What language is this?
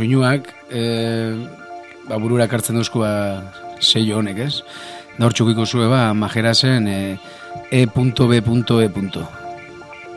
Basque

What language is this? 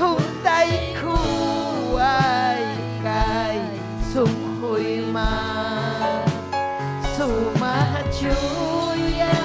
Ayacucho Quechua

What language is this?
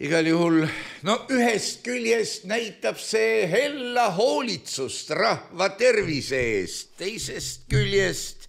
Estonian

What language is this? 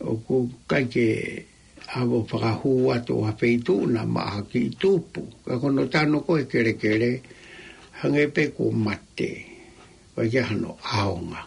Tongan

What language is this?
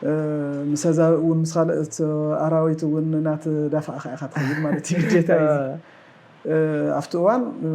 Tigrinya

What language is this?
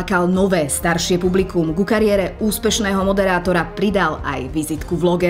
Slovak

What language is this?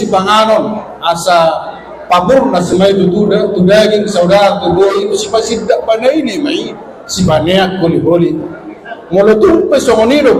Batak Toba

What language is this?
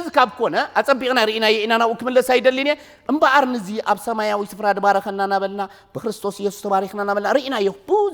Tigrinya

